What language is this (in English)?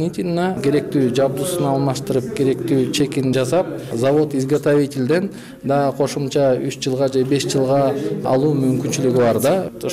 Kyrgyz